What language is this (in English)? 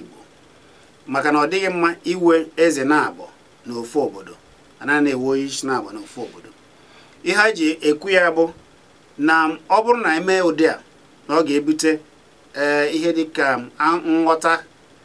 Igbo